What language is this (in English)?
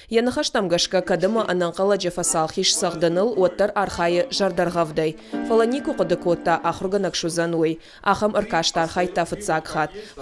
Ossetic